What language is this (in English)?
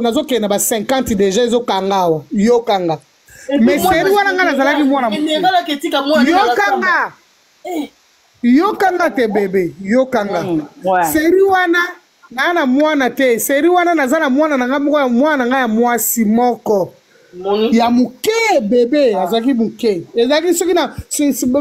Lingala